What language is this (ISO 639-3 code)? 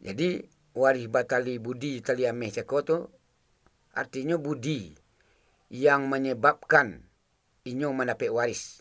min